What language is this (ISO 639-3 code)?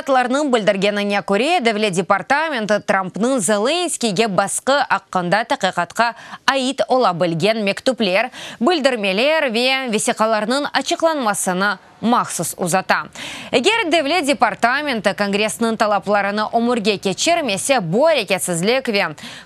crh